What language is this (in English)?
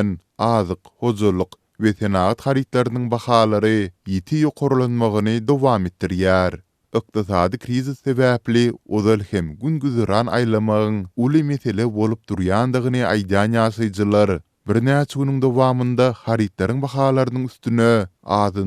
Turkmen